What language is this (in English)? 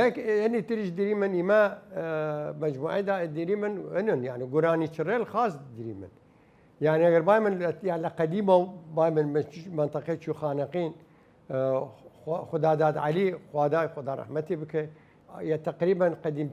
Southern Kurdish